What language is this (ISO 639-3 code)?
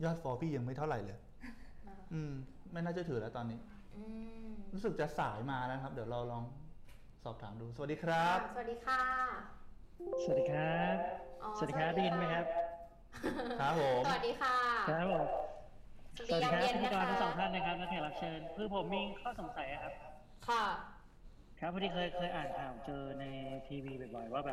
tha